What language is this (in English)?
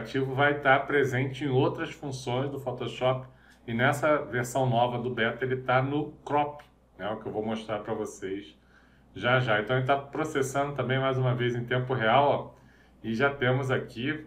Portuguese